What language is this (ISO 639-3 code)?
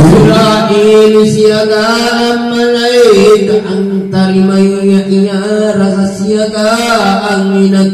mak